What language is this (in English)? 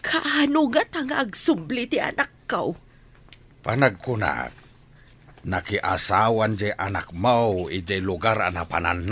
Iloko